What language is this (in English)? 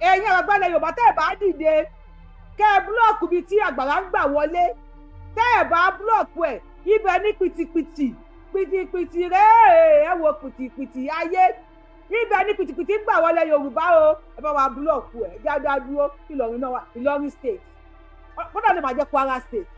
Yoruba